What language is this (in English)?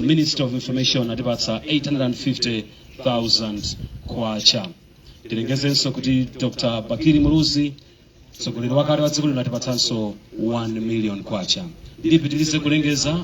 Nyanja